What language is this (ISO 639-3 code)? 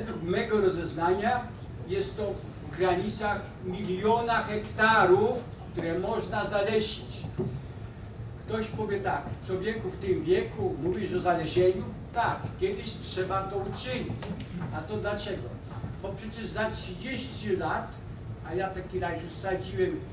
pol